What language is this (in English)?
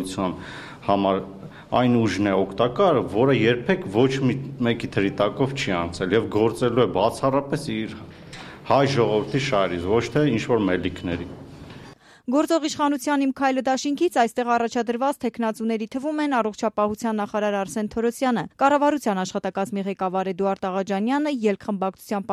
Armenian